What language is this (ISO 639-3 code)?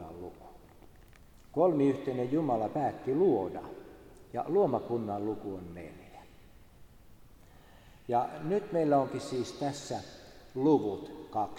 fin